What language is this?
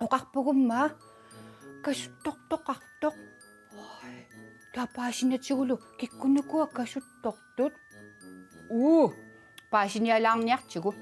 Kalaallisut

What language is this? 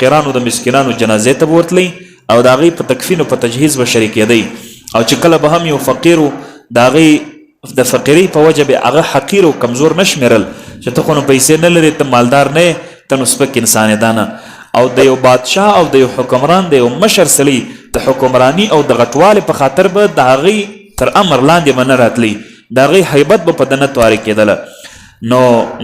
Pashto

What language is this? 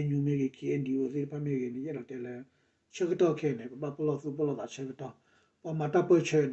S'gaw Karen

